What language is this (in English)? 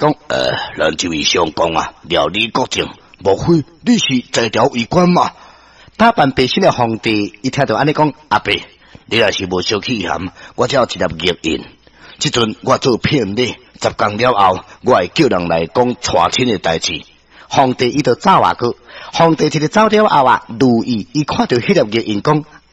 Min Nan Chinese